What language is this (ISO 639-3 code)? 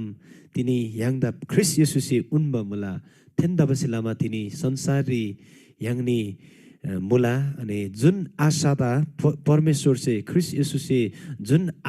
taj